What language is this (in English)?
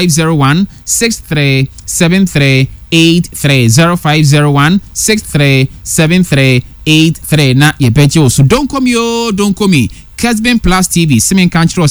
Akan